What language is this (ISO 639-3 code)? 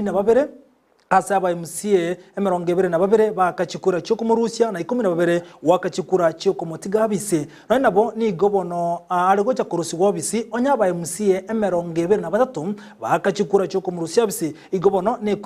guz